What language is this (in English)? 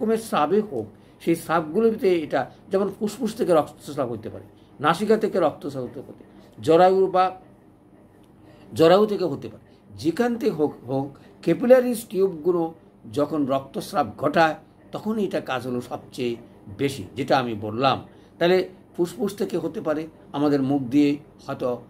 Bangla